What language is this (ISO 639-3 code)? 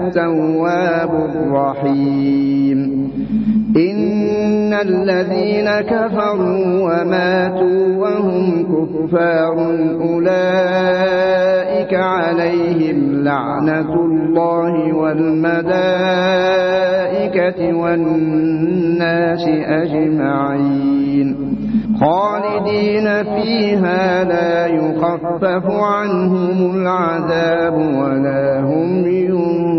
ara